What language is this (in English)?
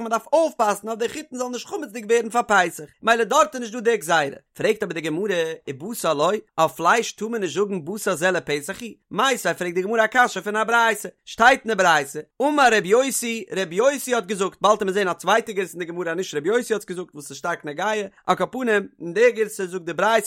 Yiddish